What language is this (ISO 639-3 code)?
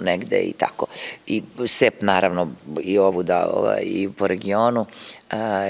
srp